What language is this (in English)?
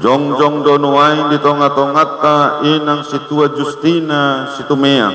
Batak Toba